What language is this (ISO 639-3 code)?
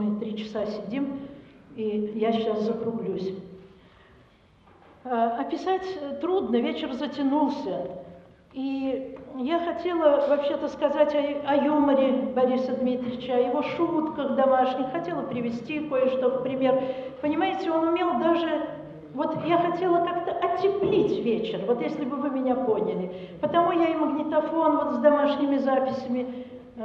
rus